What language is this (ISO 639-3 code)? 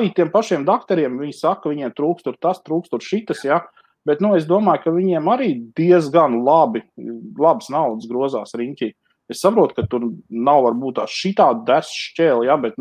lav